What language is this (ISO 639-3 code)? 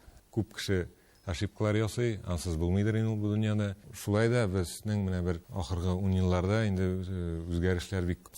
tat